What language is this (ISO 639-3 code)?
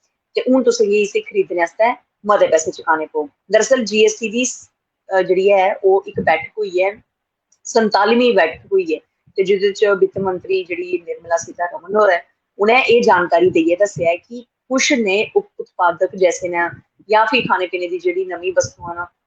doi